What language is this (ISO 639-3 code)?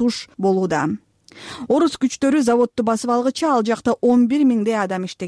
kir